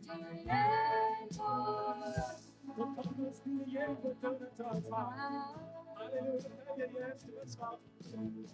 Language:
Plautdietsch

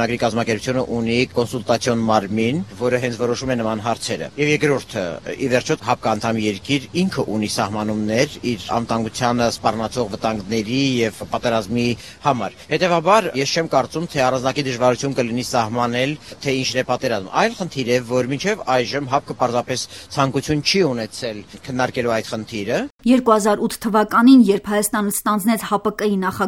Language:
Armenian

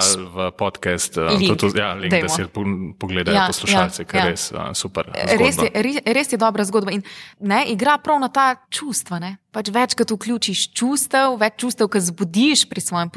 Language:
Slovenian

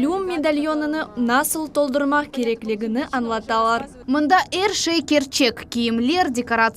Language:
Crimean Tatar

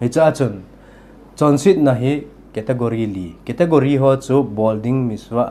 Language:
Thado Chin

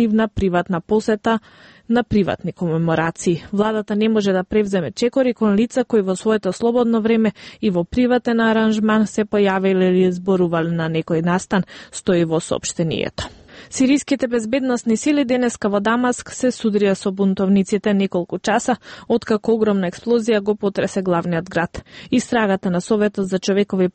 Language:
Macedonian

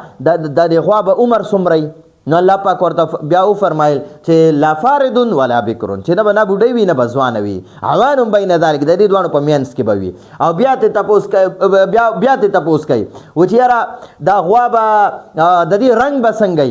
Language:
Pashto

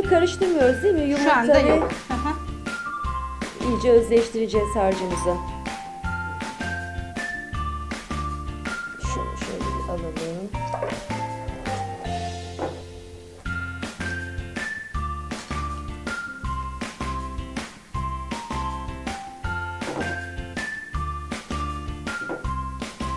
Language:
Turkish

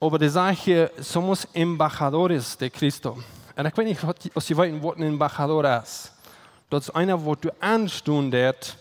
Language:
Plautdietsch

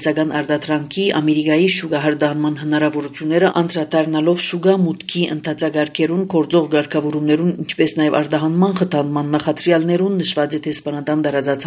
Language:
Armenian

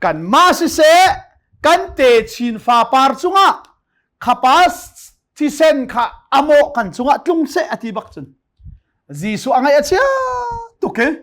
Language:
Hakha Chin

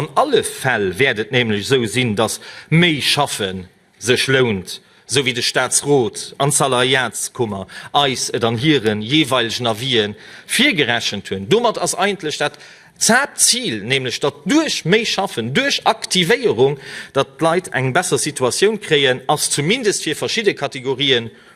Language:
Luxembourgish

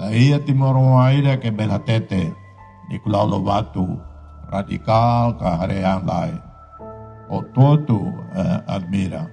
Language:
Tetum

